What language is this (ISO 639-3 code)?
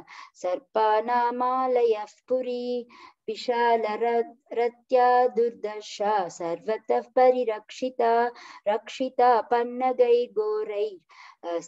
san